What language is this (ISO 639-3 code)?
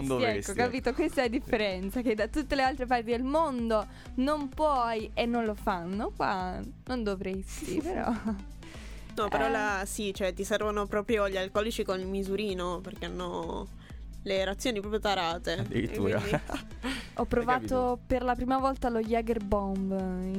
ita